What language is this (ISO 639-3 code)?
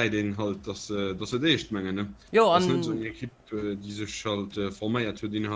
ltz